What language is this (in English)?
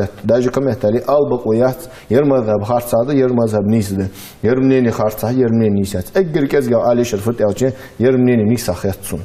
Ingush